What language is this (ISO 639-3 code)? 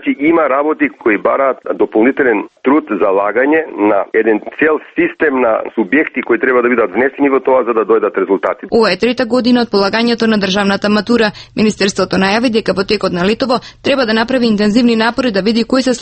mkd